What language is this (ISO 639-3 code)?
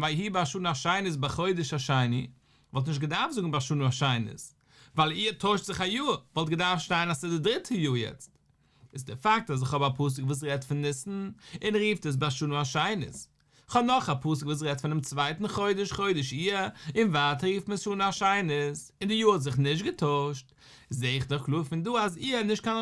yid